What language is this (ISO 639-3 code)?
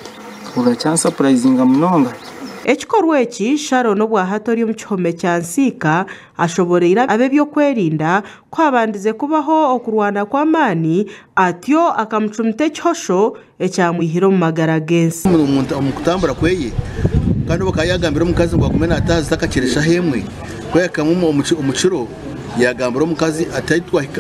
nyn